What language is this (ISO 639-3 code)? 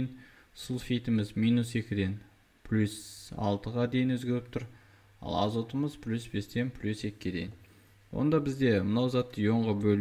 kaz